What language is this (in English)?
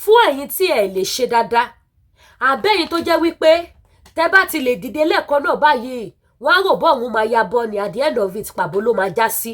Yoruba